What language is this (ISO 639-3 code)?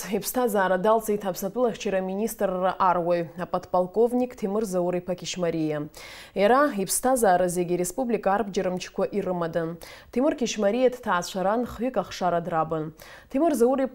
abk